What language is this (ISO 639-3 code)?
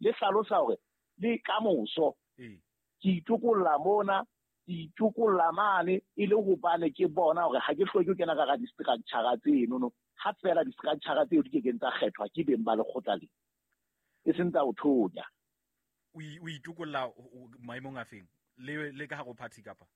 sot